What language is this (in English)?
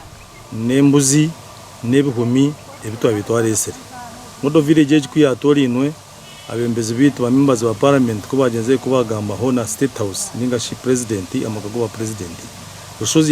Nyankole